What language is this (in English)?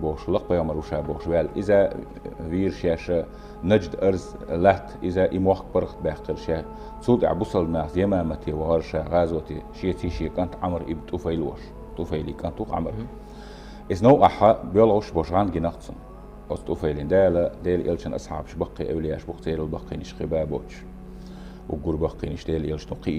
Chechen